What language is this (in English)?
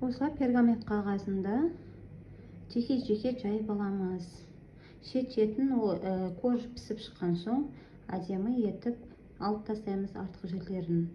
Kazakh